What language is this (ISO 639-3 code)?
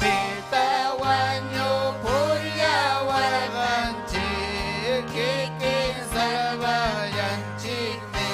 quy